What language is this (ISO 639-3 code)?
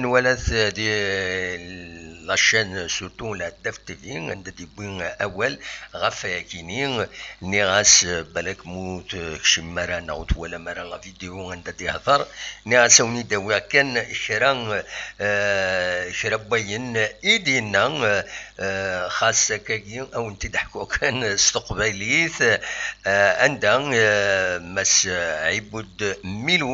kab